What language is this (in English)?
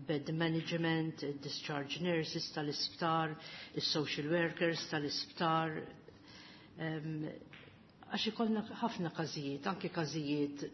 Maltese